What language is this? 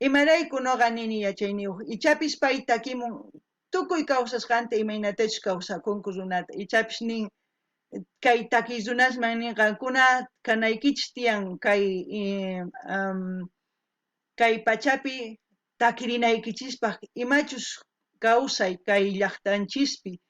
South Bolivian Quechua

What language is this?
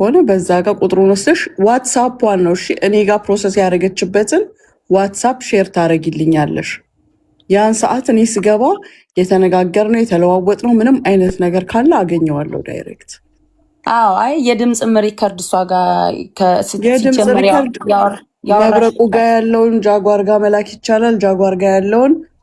Amharic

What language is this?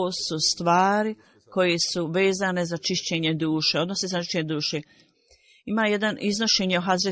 Bosnian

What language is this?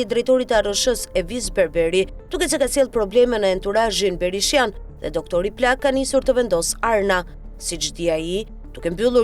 Albanian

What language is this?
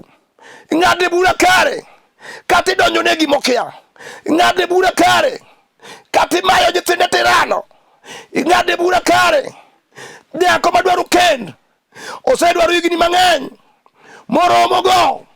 Luo (Kenya and Tanzania)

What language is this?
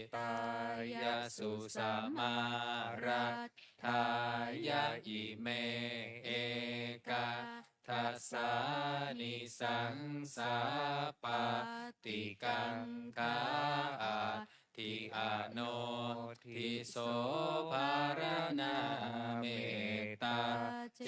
Pali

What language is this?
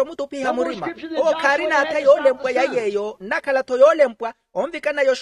Makhuwa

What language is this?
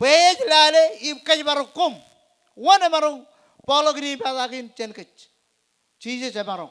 Marshallese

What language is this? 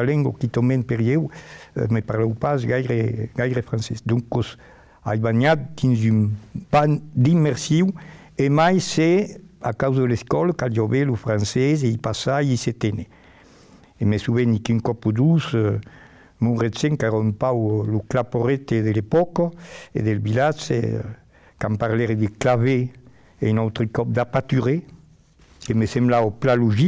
Occitan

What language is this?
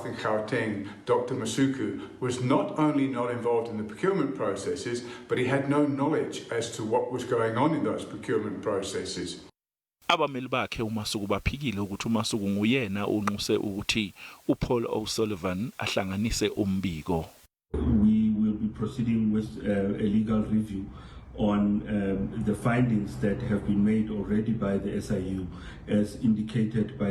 Zulu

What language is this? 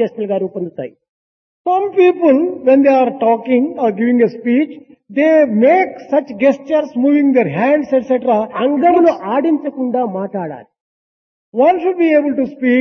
Telugu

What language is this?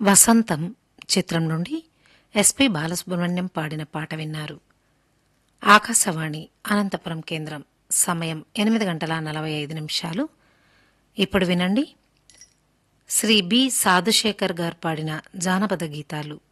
Telugu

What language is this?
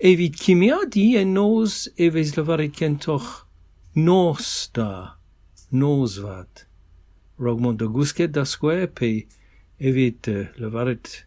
Breton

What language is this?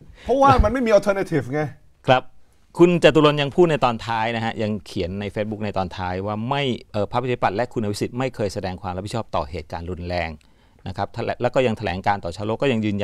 Thai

